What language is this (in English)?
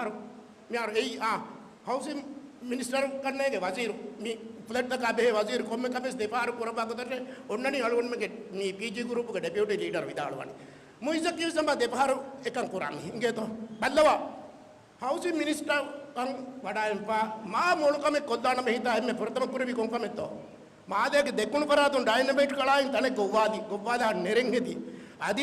Divehi